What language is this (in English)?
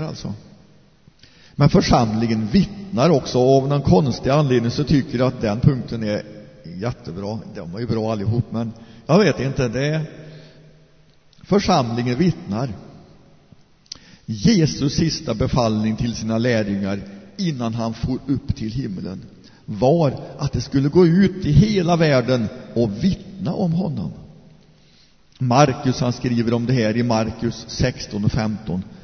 Swedish